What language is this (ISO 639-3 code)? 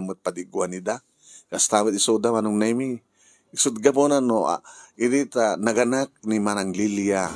ilo